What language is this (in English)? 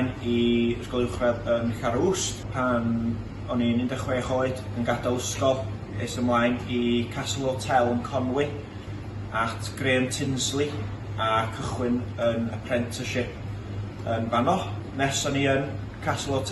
Welsh